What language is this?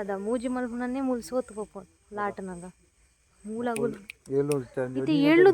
Tulu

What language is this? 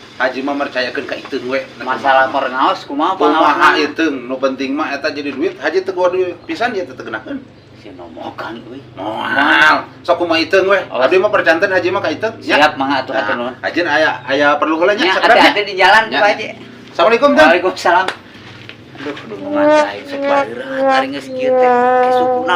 Sundanese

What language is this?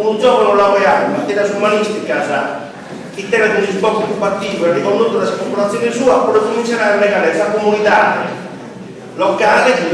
Sardinian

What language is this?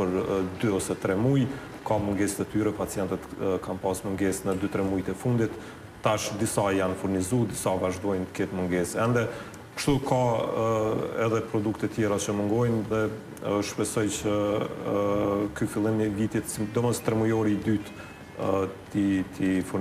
Albanian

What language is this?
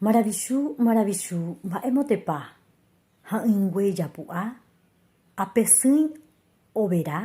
Guarani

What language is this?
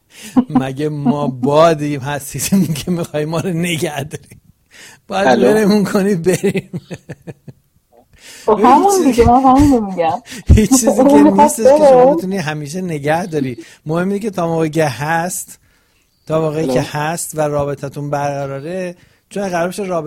Persian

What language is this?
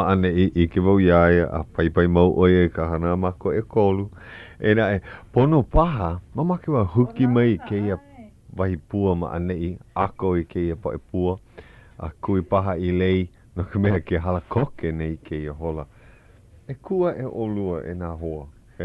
Hawaiian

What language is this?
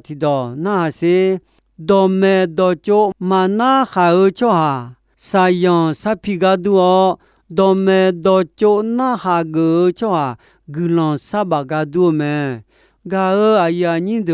Akha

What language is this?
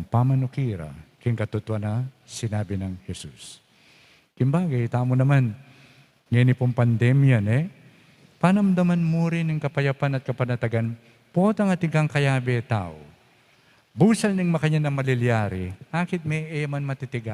Pampanga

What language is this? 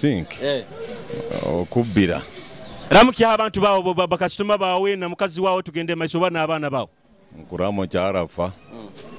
Nyoro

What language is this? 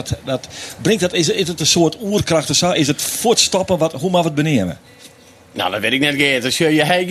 Western Frisian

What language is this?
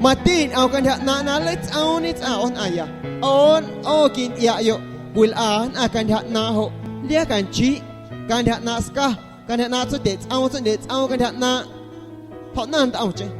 Guerrero Amuzgo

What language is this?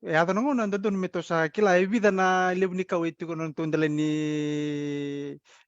Fijian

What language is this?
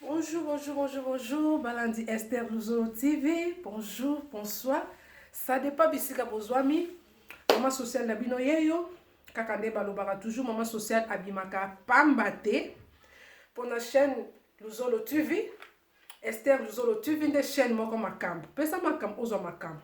Lingala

